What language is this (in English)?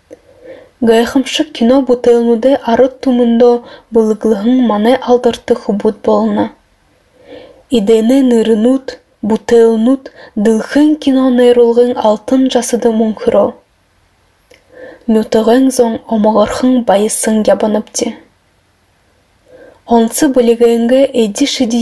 Buriat